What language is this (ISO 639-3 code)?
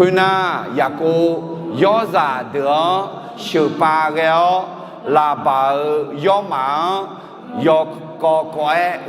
ahk